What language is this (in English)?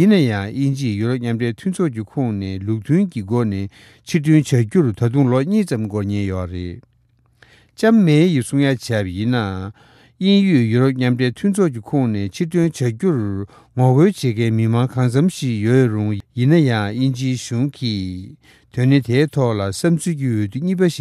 Tibetan